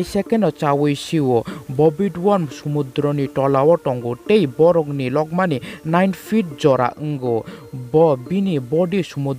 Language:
Kok Borok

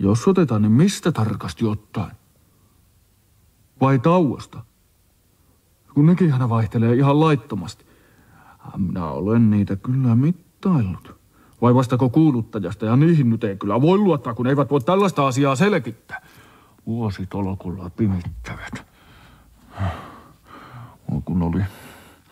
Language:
Finnish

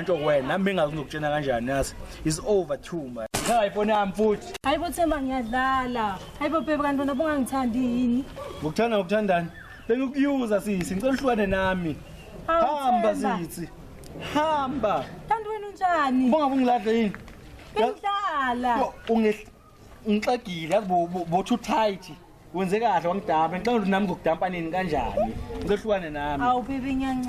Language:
Zulu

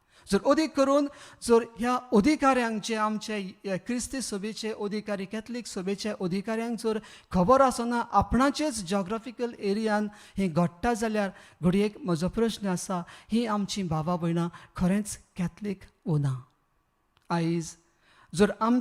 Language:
Konkani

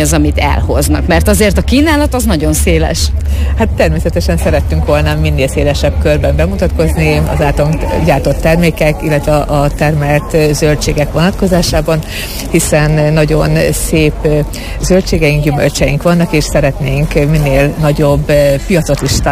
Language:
Hungarian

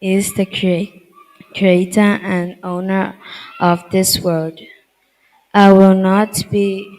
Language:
Gilbertese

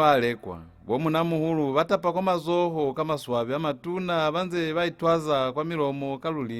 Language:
Lozi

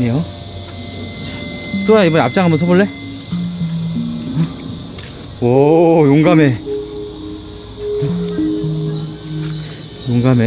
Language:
Korean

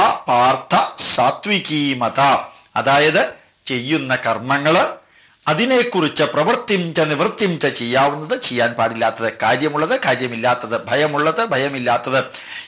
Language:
Malayalam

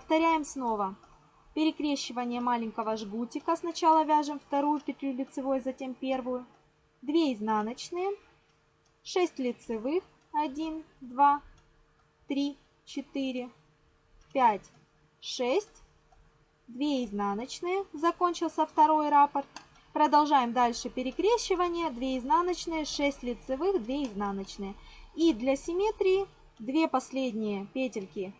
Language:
Russian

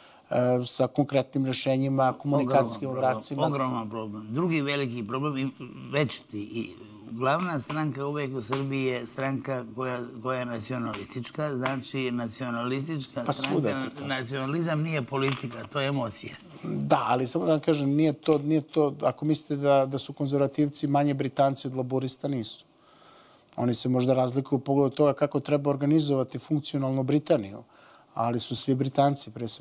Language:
Serbian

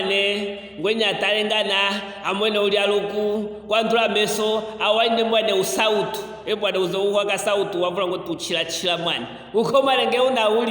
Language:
Luvale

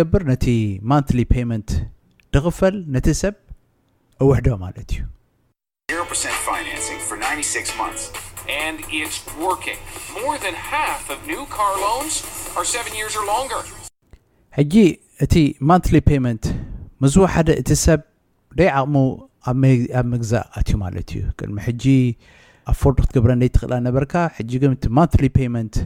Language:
Tigrinya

